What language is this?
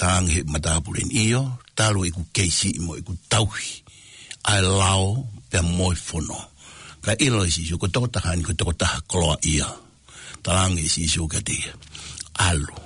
Tongan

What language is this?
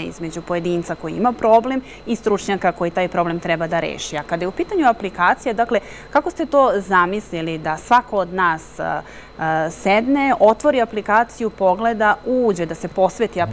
Serbian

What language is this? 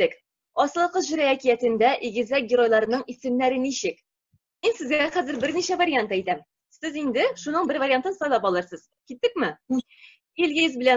Tatar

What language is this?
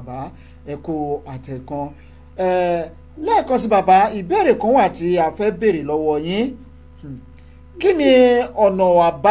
Yoruba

